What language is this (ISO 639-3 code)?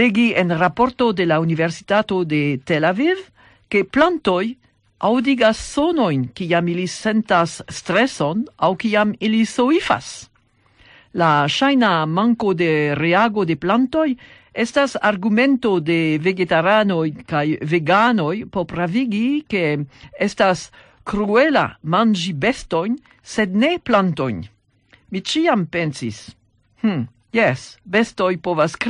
epo